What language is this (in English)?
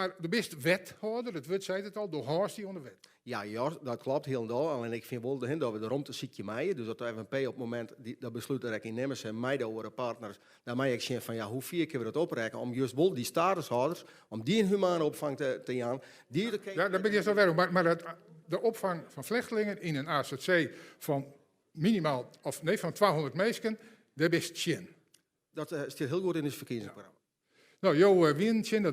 Western Frisian